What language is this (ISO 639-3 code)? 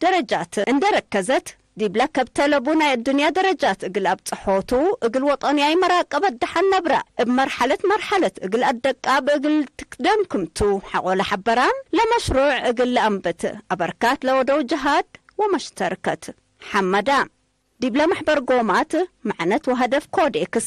tig